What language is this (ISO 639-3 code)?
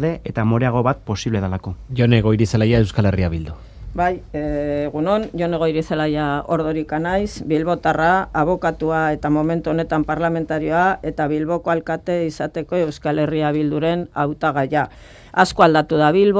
eus